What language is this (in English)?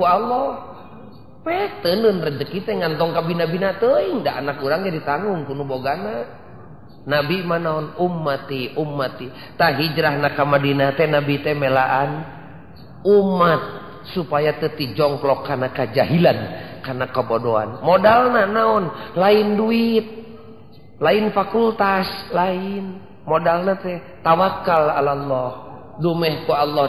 Sundanese